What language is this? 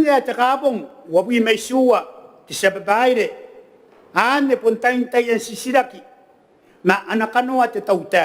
Gilbertese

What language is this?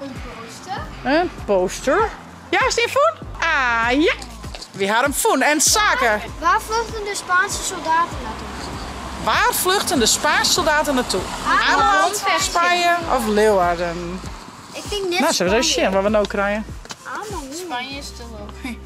Western Frisian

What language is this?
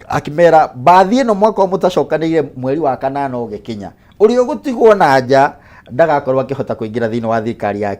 Kikuyu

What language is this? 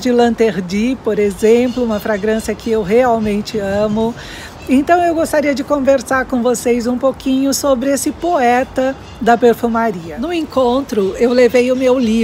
Portuguese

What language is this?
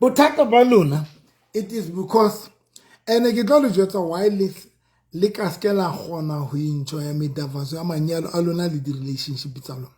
Southern Sotho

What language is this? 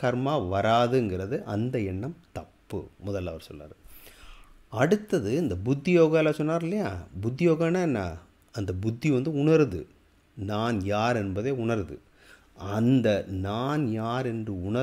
Tamil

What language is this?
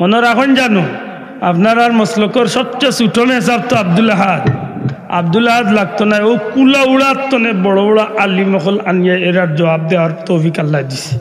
Sylheti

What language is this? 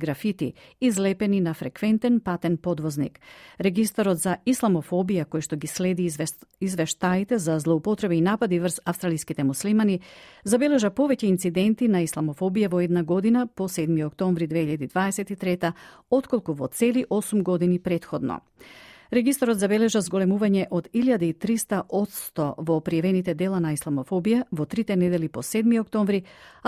Macedonian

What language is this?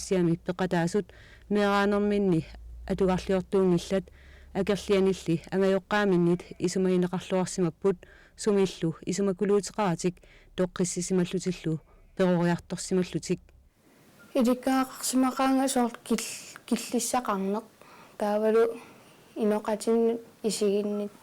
Kalaallisut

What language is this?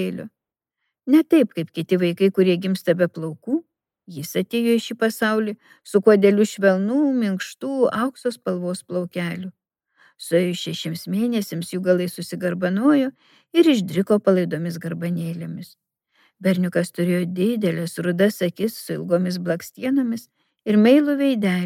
Lithuanian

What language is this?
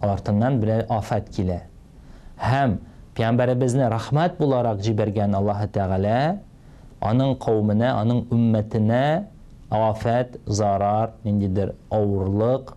Tatar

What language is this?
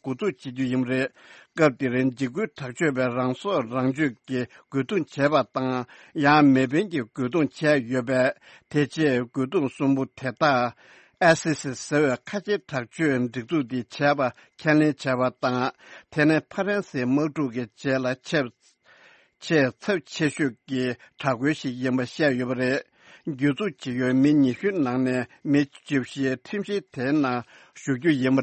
Tibetan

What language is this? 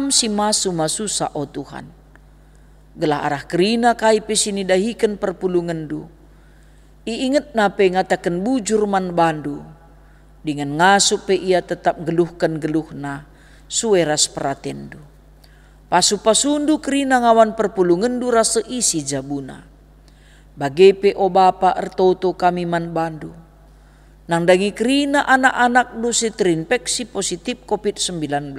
Batak Karo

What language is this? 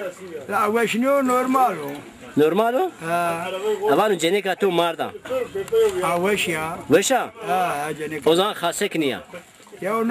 Zaza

